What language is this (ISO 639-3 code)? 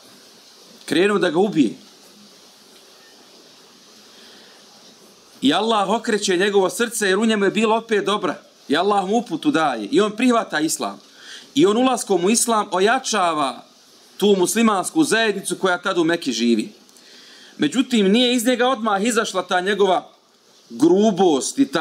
bos